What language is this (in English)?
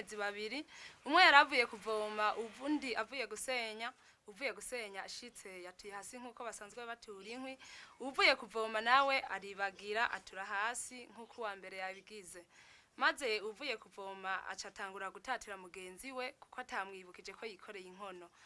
Rundi